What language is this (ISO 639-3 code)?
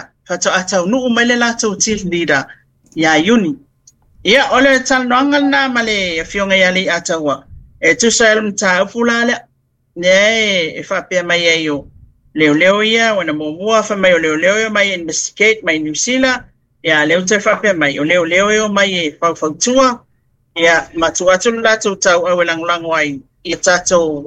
smo